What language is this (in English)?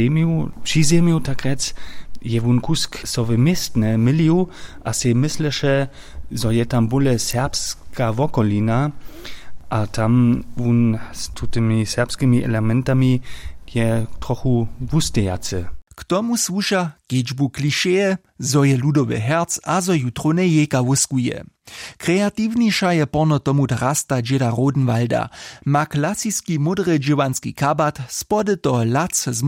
Upper Sorbian